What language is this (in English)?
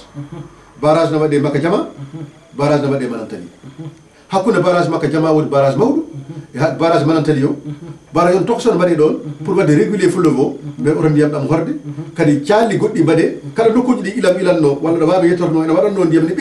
Fula